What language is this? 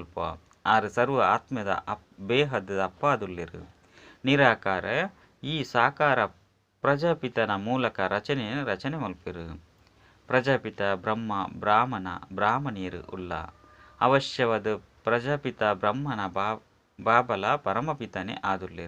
Tulu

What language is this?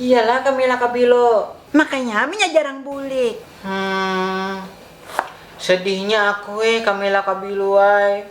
Banjar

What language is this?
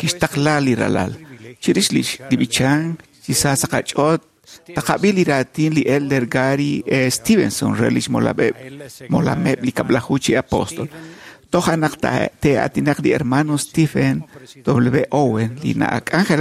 Kekchí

